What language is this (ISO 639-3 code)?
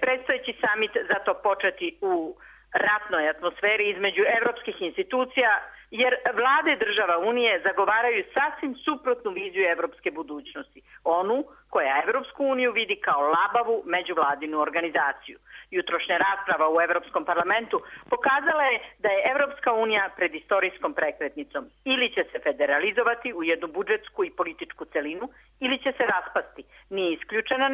srp